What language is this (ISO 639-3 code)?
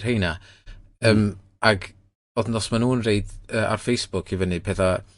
cym